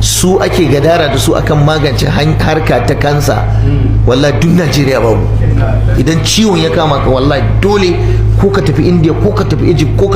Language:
Hausa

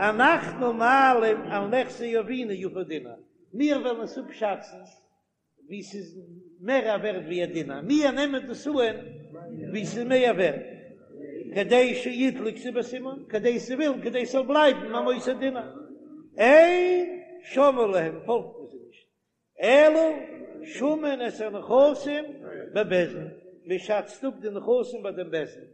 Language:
Yiddish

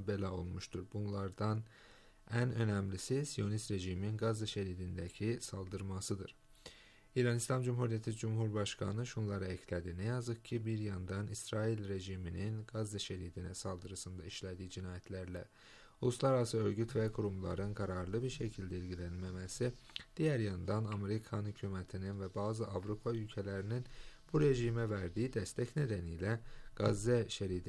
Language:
Turkish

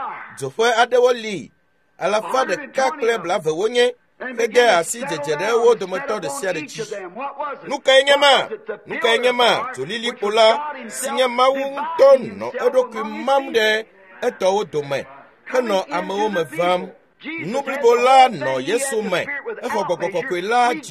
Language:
Ewe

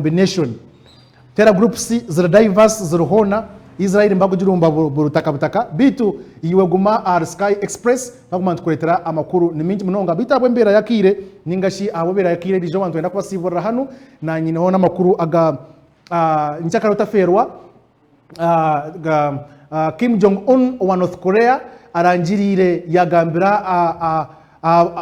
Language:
Nyankole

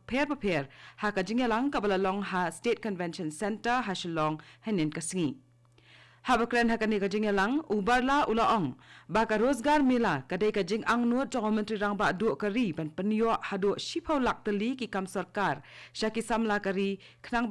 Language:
Khasi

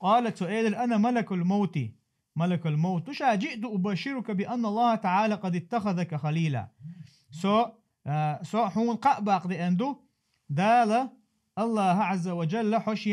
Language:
Chechen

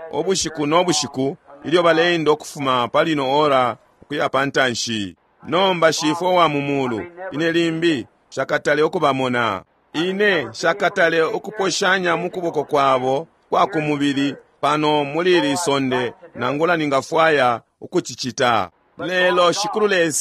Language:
Bemba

